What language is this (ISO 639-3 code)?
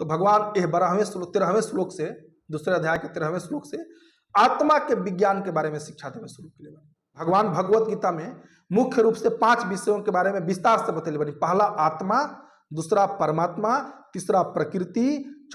bho